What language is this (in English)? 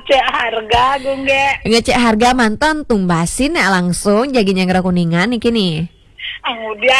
Balinese